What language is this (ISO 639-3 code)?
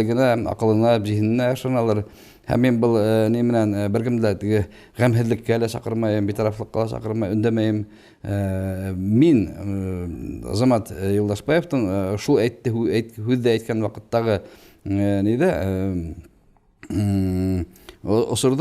bak